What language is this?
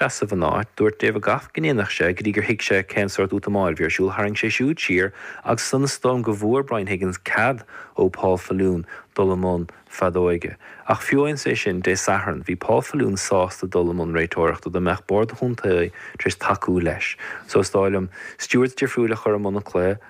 Irish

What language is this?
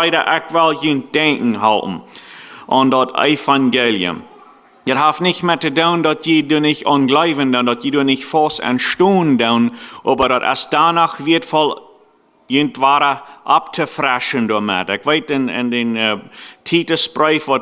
Plautdietsch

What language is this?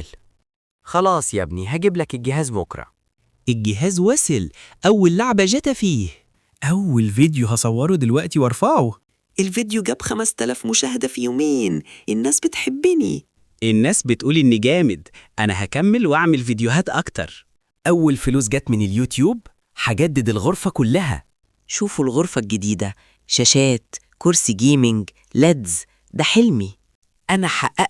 Egyptian Arabic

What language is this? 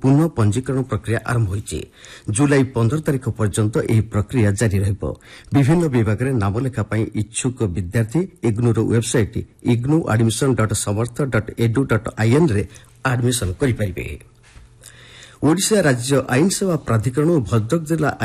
Odia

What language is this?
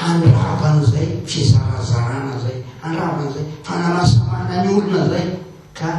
Malagasy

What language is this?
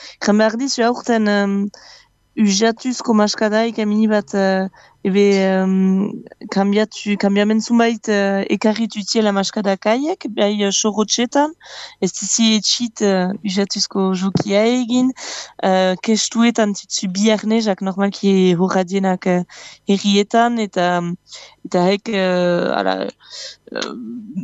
Basque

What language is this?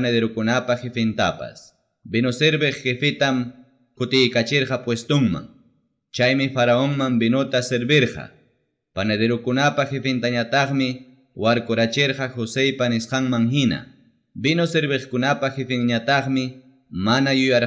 Ayacucho Quechua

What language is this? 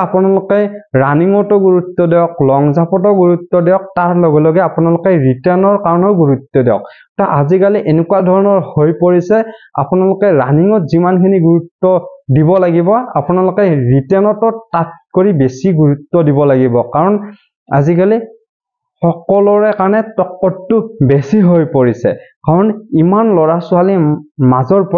Assamese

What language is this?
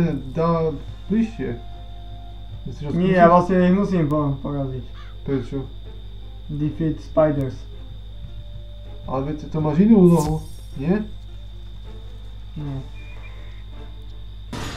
Slovak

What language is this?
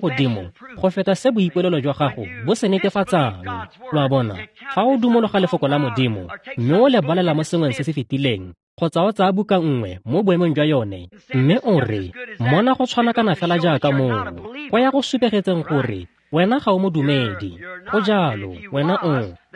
Tswana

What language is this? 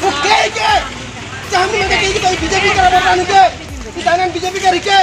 Sadri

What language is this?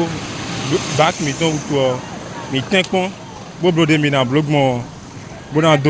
Fon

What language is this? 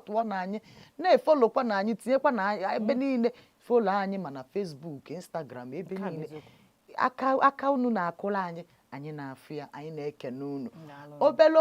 Igbo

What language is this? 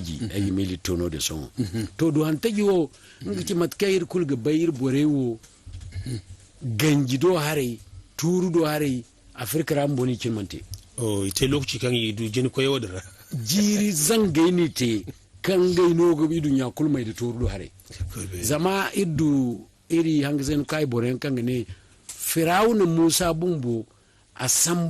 Zarma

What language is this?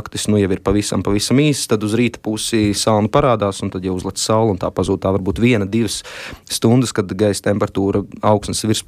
Latvian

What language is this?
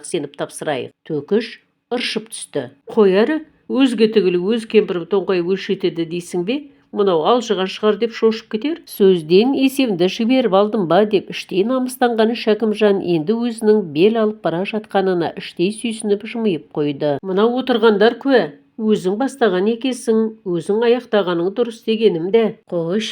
Kazakh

